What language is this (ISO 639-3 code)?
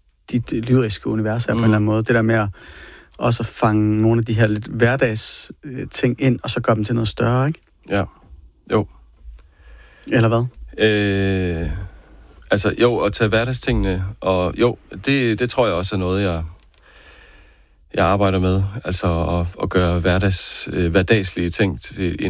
dan